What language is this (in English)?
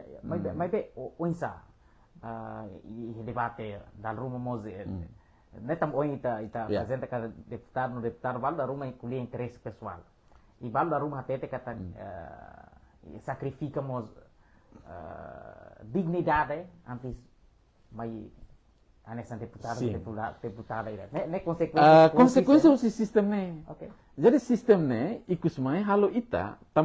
Tetum